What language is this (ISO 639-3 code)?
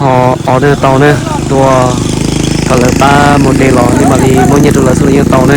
hmn